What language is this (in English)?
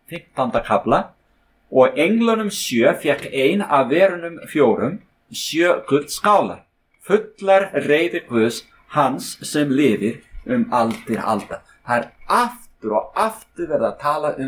Icelandic